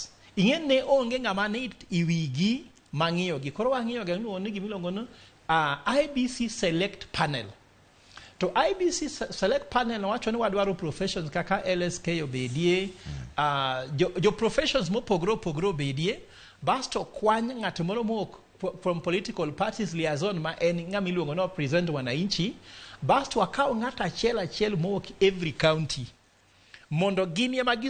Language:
Luo (Kenya and Tanzania)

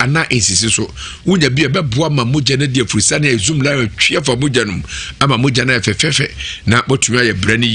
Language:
Akan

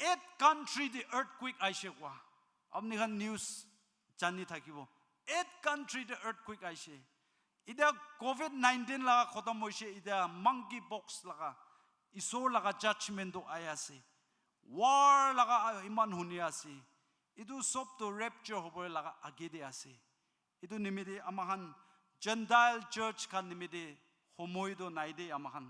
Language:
Naga Pidgin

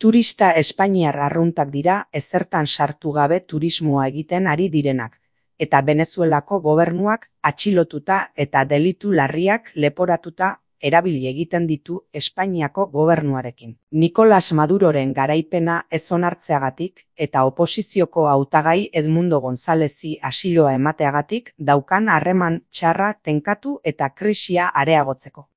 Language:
Basque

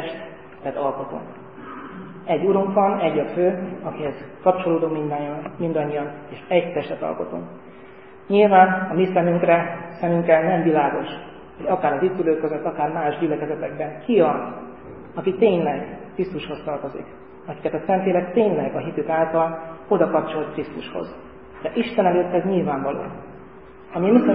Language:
Hungarian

